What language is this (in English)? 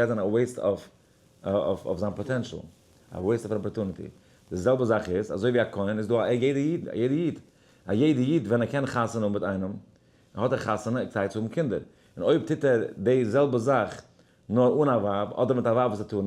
Yiddish